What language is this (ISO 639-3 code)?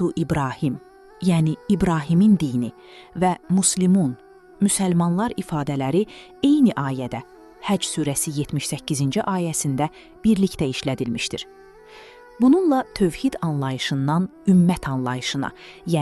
aze